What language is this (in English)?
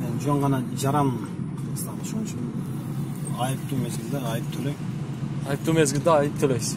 Kyrgyz